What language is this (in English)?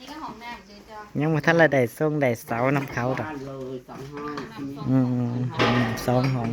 Northeastern Thai